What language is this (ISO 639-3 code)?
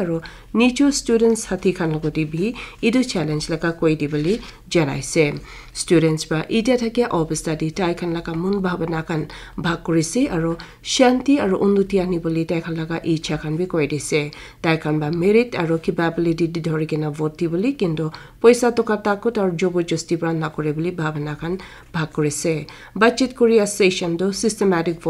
nag